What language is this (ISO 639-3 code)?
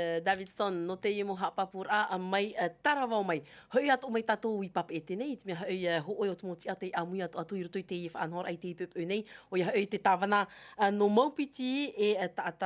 tah